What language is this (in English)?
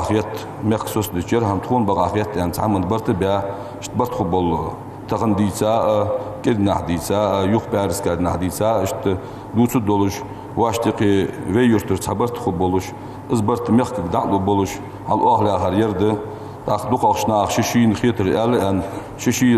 Ingush